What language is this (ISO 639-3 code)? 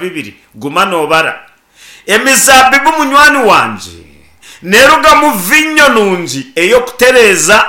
nyn